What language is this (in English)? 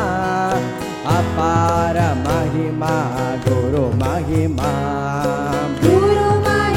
Kannada